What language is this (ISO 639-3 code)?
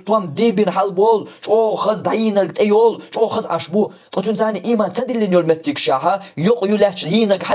che